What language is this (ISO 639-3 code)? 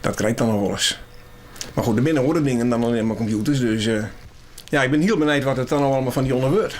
fry